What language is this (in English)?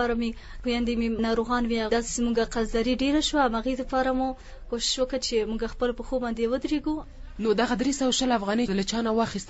Pashto